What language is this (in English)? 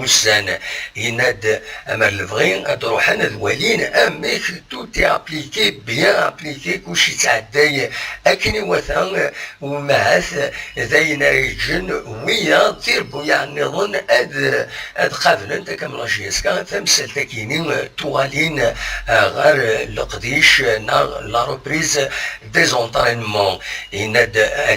Kabyle